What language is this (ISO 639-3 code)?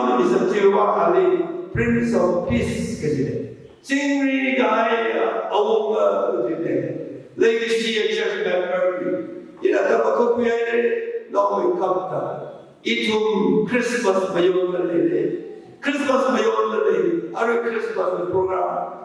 nmf